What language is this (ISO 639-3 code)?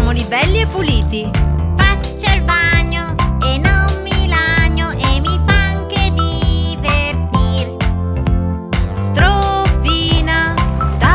ita